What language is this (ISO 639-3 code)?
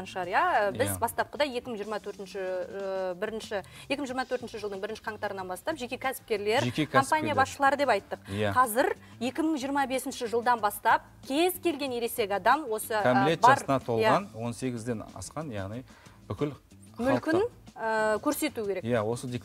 kaz